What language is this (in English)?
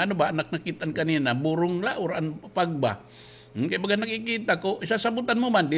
Waray